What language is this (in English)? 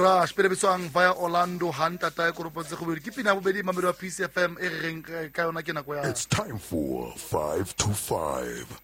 Southern Sotho